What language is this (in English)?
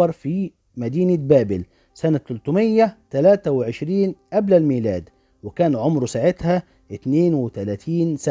Egyptian Arabic